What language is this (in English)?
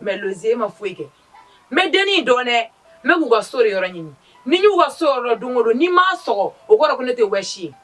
Bambara